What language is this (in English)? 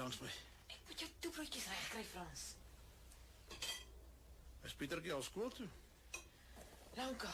Afrikaans